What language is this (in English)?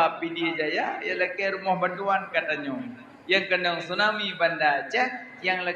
Achinese